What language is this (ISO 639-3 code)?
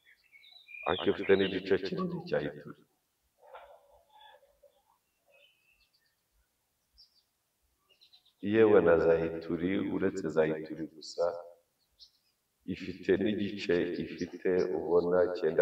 kin